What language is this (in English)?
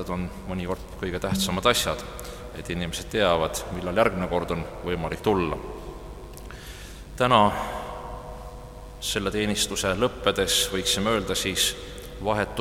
Estonian